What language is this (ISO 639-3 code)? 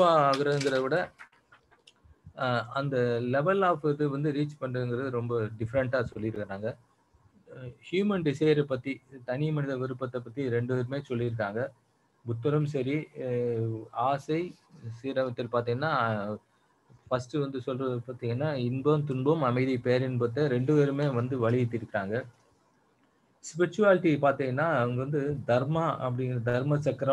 tam